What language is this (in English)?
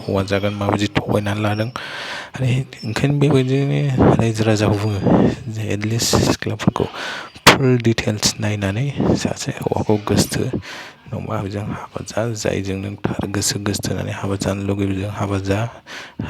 Bodo